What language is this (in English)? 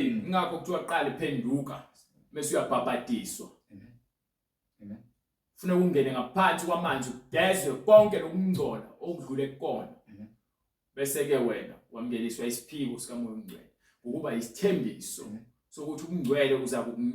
Zulu